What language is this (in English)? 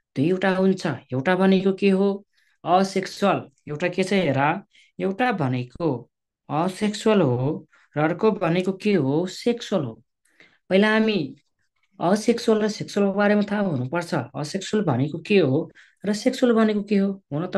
Nepali